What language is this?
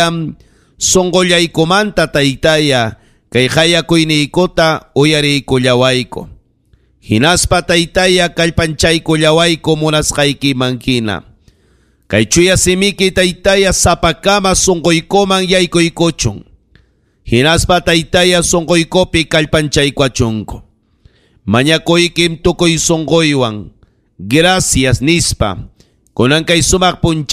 Ayacucho Quechua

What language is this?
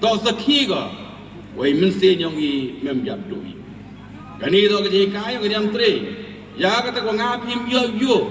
Pnar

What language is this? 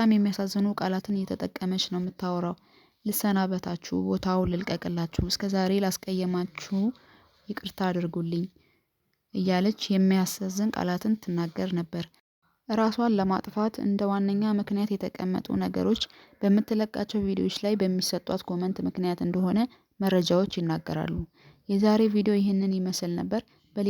Amharic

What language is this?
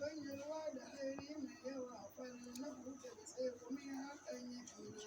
Hausa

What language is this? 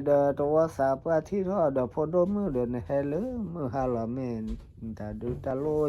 S'gaw Karen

